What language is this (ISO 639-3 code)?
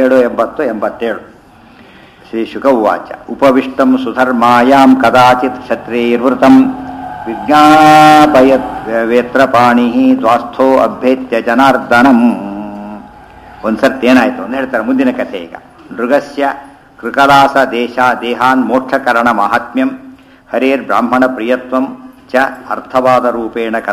kan